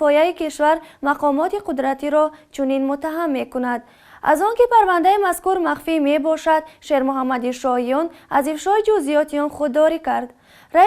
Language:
Tajik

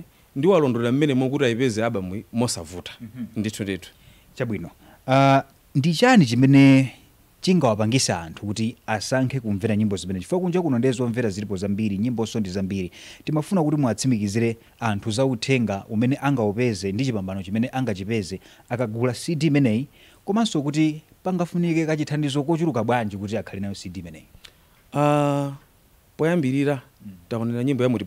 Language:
Nyanja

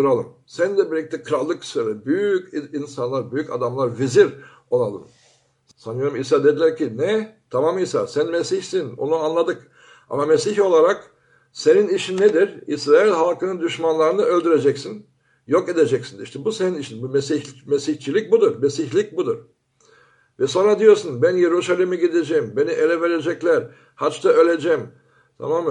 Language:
Turkish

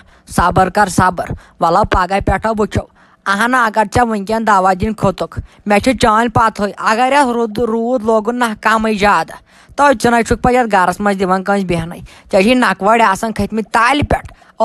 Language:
Kashmiri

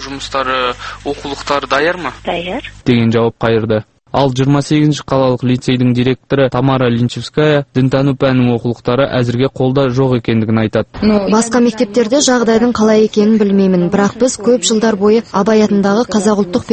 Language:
Kazakh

